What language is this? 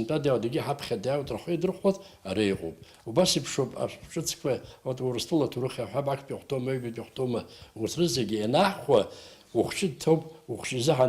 Abkhazian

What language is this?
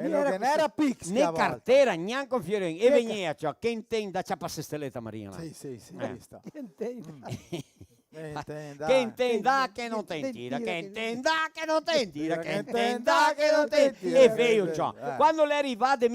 Venetian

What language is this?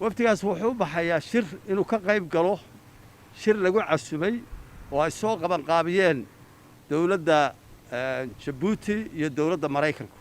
Somali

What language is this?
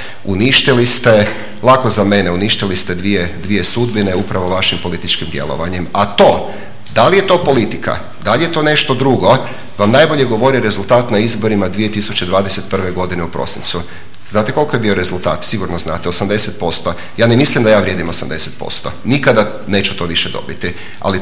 Croatian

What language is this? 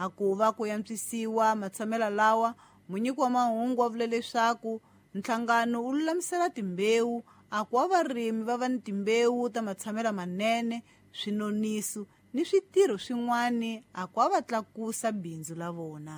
Tsonga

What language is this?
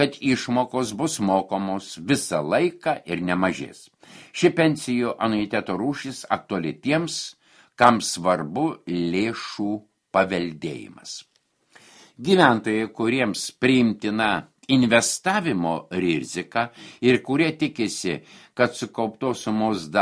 Lithuanian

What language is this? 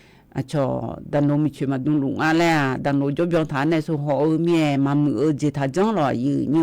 Akha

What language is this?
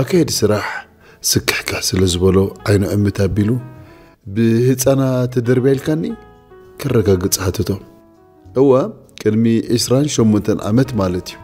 Tigrinya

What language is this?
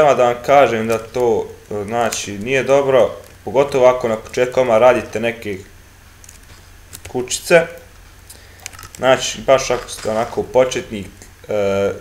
Croatian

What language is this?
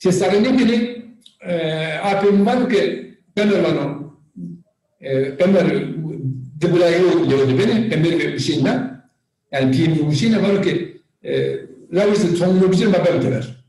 Zaza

